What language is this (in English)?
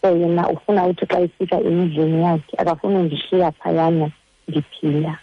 Xhosa